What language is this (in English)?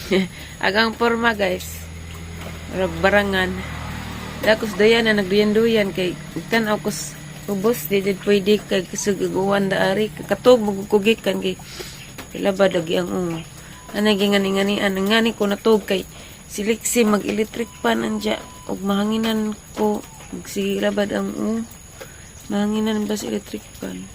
Cebuano